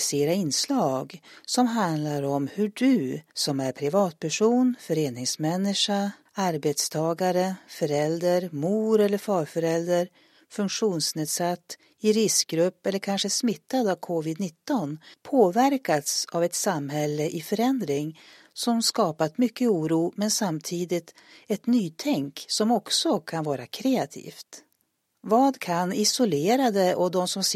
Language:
Swedish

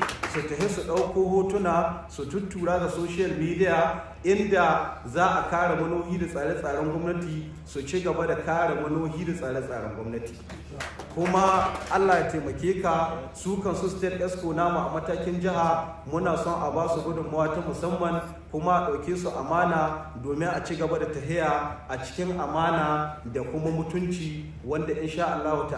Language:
Hausa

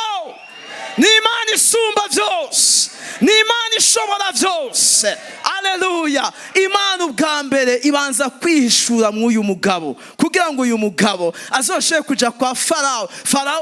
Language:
Rundi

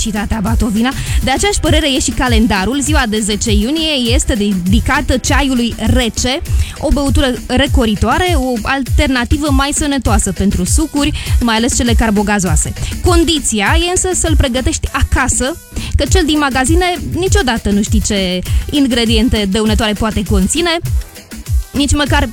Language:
Romanian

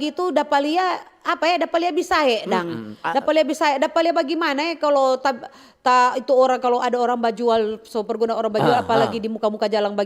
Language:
Manado Malay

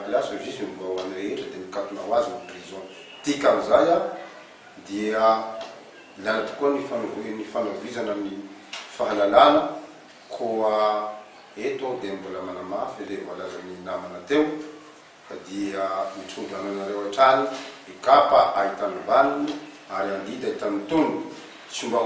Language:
Malagasy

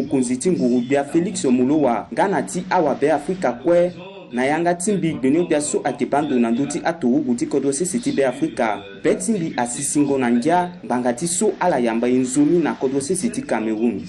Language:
Sango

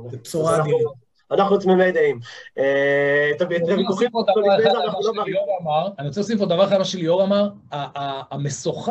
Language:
Hebrew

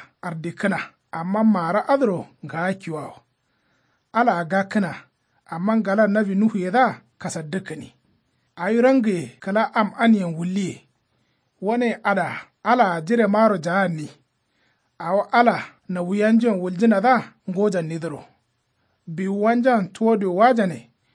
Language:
Kanuri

